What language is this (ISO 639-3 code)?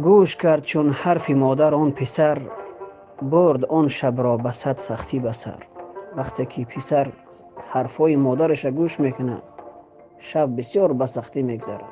tgk